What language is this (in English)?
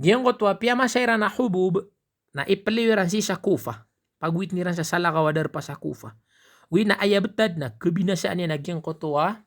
Maranao